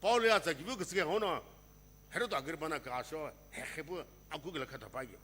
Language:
Sumi Naga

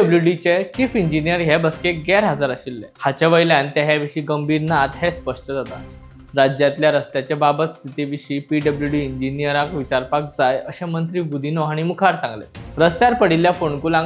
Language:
Konkani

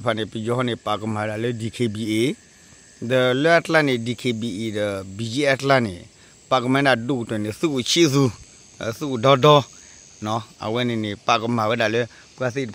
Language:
S'gaw Karen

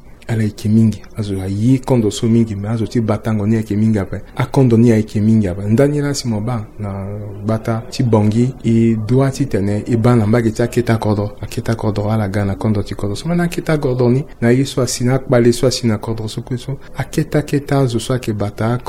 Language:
Sango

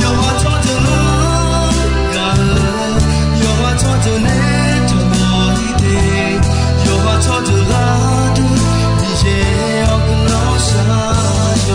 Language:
Akha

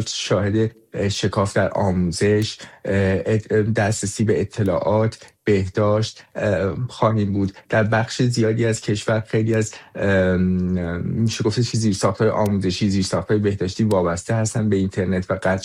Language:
Persian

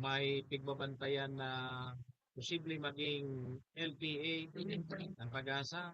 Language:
Bikol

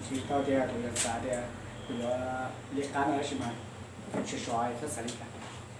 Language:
Hmong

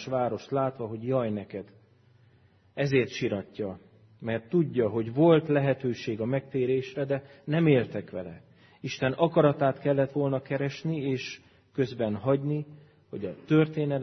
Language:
Hungarian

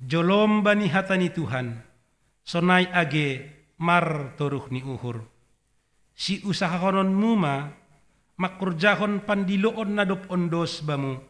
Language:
Batak Simalungun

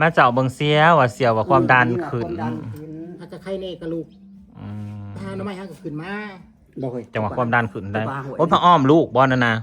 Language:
Northeastern Thai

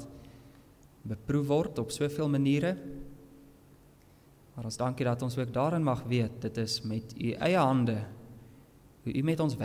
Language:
Afrikaans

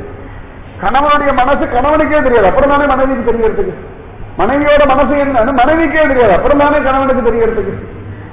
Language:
Tamil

